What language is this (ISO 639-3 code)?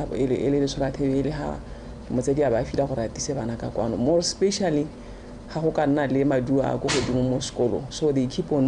tsn